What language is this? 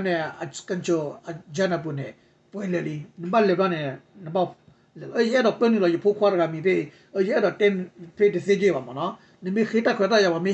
S'gaw Karen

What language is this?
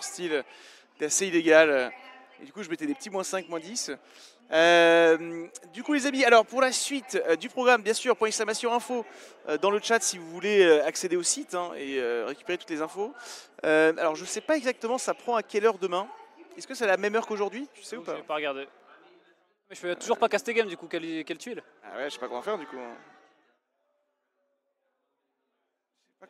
French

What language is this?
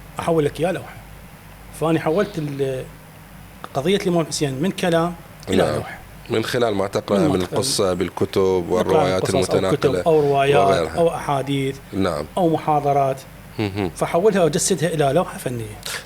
Mesopotamian Arabic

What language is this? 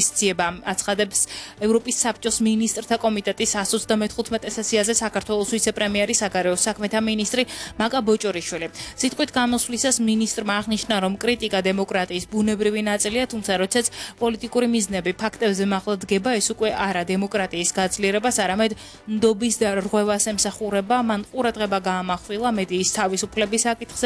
Georgian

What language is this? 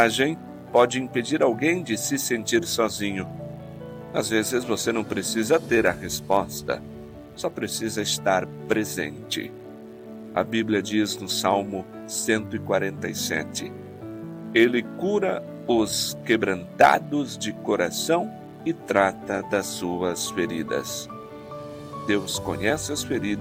Portuguese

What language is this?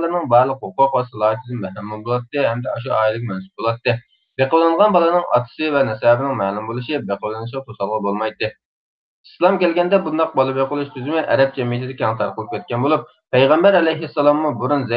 Uyghur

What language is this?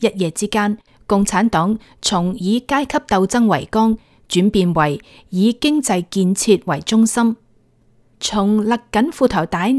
Cantonese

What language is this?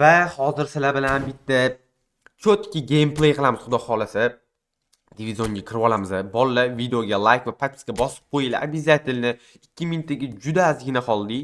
Uzbek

